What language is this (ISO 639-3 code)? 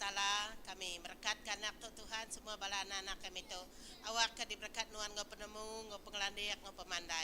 iba